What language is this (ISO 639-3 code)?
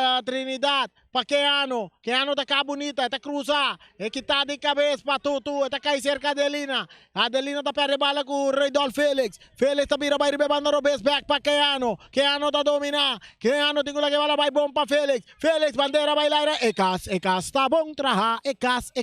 pap